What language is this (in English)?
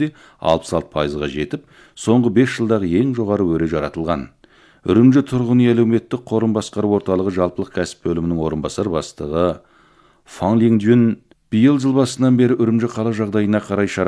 Kazakh